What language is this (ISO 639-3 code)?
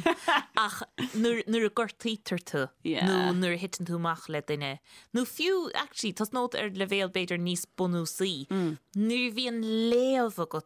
gle